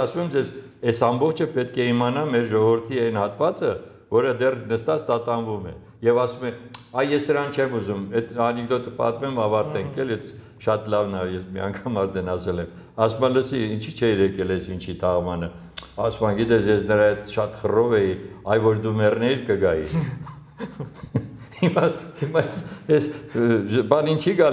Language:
Armenian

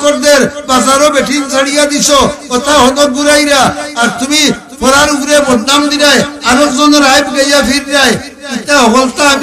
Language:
Sylheti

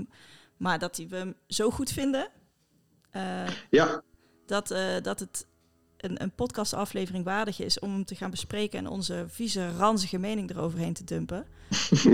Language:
Dutch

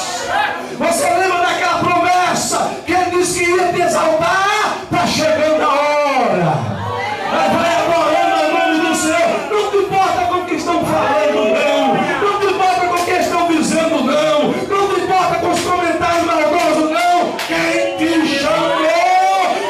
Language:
Portuguese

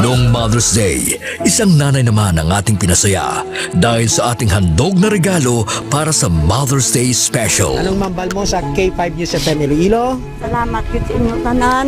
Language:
Hiligaynon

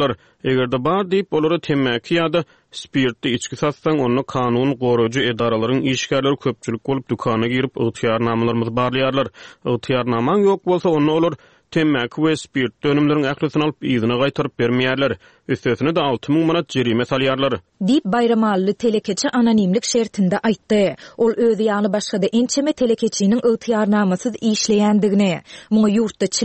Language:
Turkmen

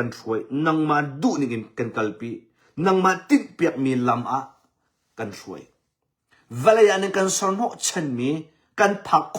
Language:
Hakha Chin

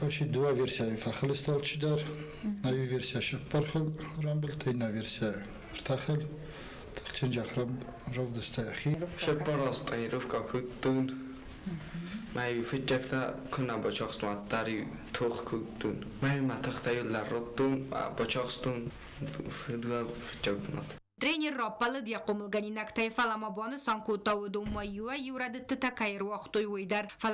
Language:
Ossetic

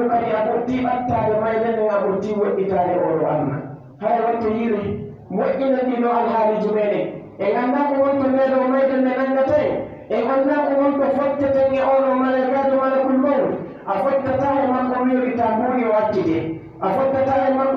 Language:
Pular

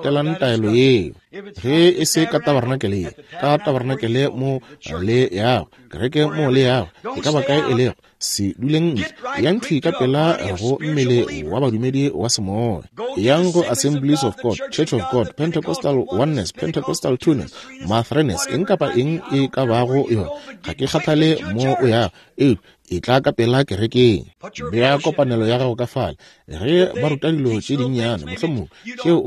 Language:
Northern Sotho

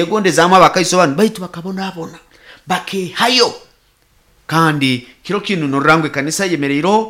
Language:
Nyankole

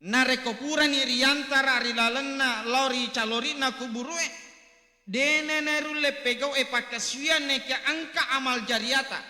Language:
Buginese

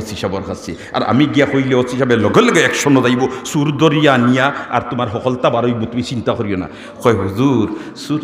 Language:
Sylheti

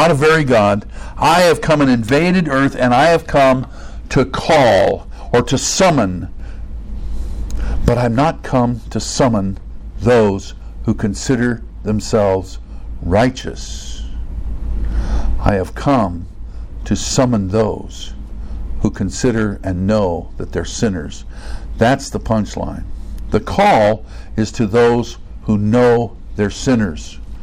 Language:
English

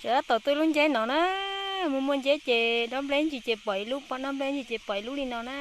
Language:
Hmong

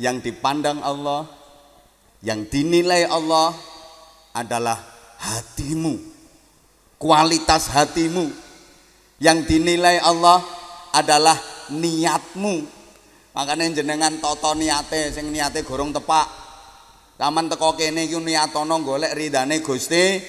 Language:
Javanese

